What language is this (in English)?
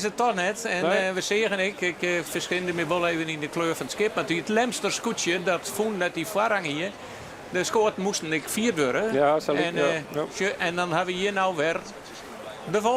Western Frisian